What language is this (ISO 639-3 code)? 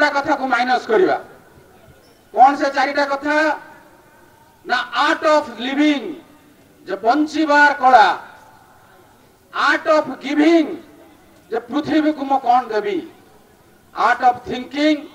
ori